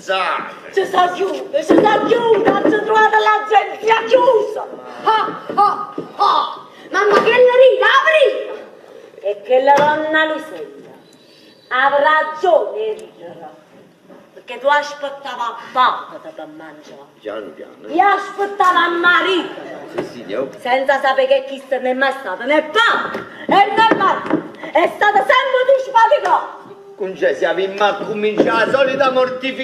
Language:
Neapolitan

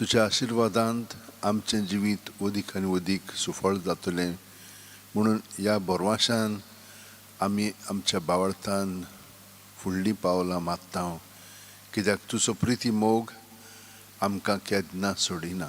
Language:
Konkani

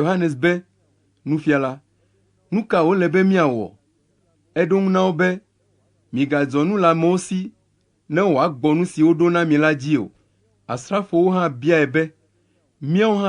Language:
Ewe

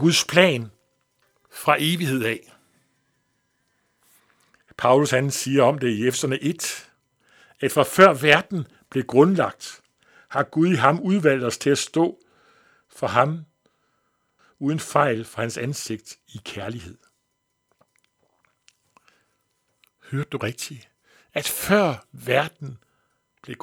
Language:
Danish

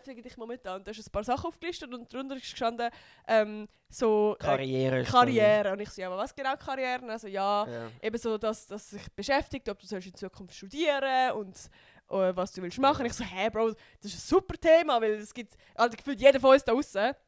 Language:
Swiss German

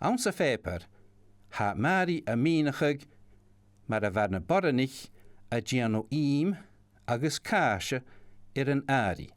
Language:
Scottish Gaelic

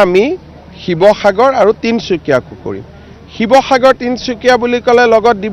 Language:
Assamese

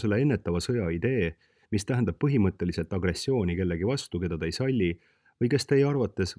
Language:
Estonian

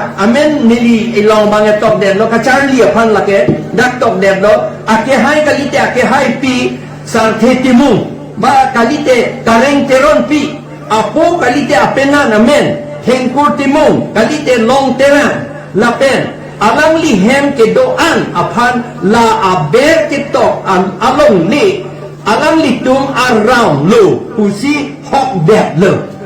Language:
Karbi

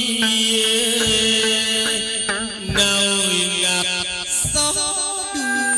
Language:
Vietnamese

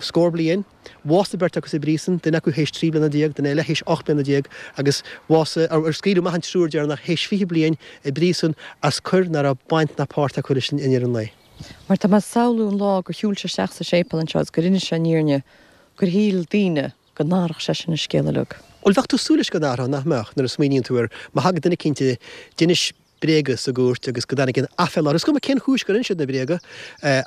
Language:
Irish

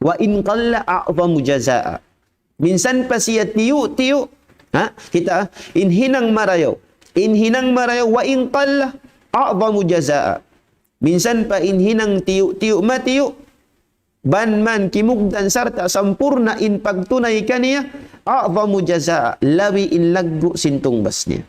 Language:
Tausug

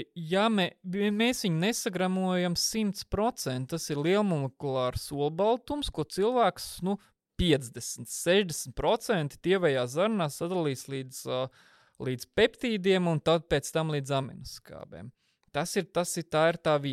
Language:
Latvian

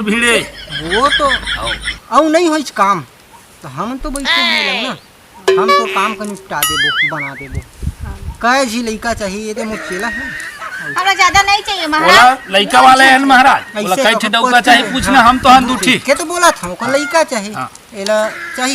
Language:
Chhattisgarhi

